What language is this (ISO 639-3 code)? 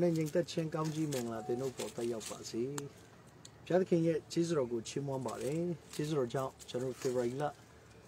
mya